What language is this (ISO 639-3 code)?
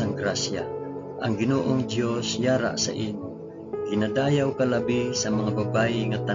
hil